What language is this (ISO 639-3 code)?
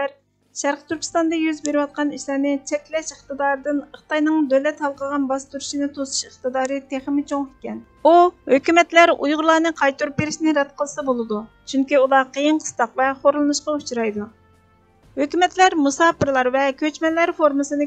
uig